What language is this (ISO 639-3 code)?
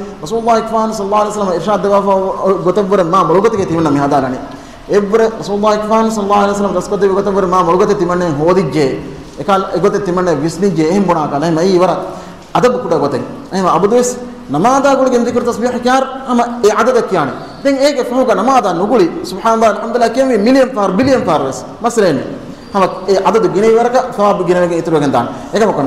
div